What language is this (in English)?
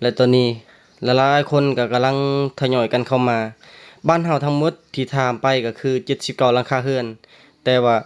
Lao